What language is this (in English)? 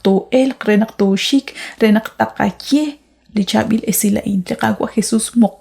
Kekchí